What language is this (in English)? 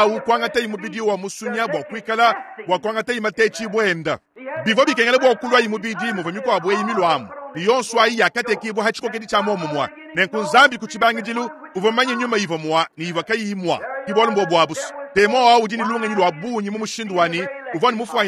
Luba-Lulua